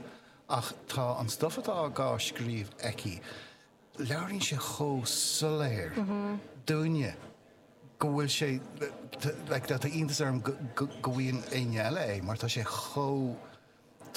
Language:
Irish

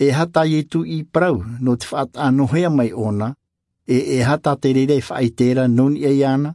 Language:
Tahitian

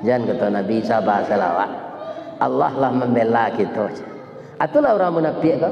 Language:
Minangkabau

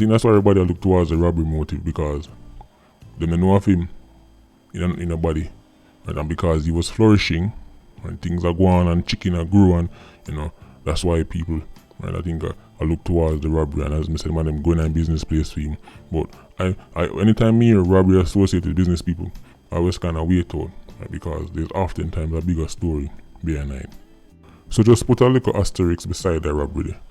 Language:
Jamaican Creole English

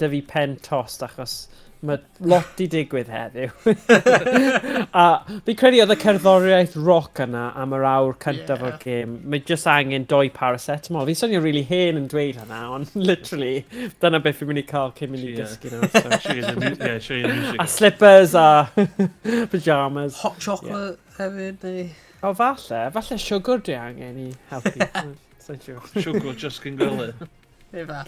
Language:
Welsh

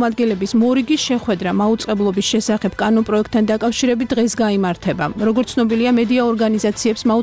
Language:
Georgian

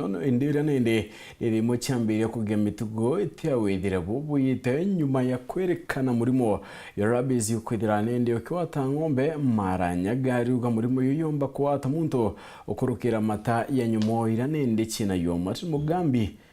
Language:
Meru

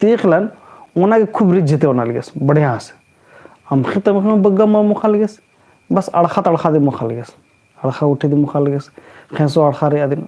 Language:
Kurukh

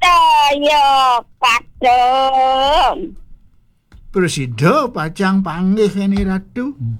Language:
Balinese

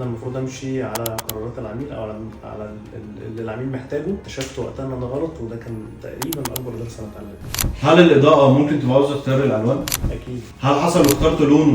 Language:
Egyptian Arabic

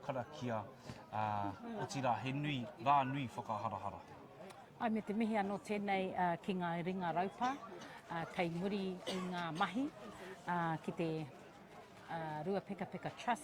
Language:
Māori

